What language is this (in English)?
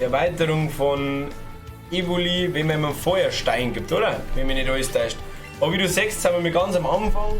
Bavarian